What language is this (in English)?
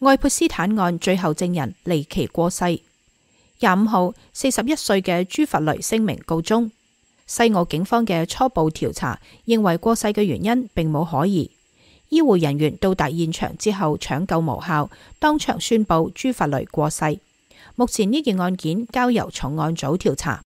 Cantonese